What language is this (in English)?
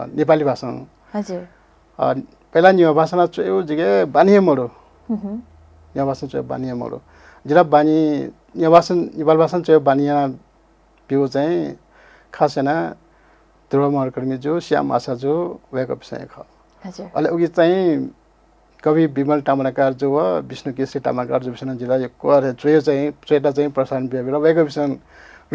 Newari